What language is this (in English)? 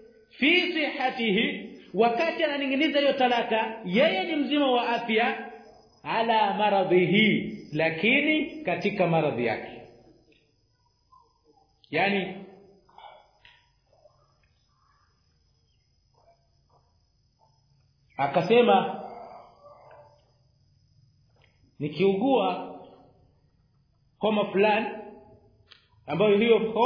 Swahili